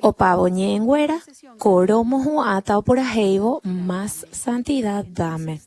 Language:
Guarani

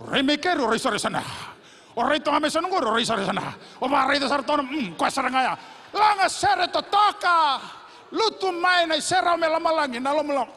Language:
Fijian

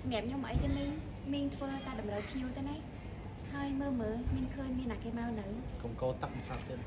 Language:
Khmer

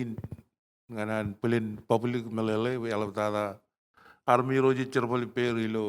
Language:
Marshallese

